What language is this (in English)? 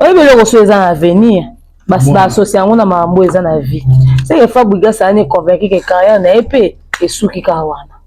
Lingala